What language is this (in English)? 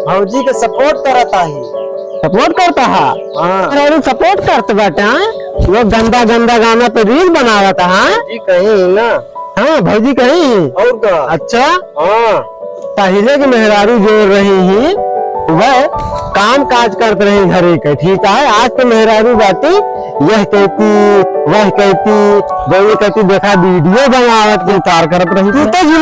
Awadhi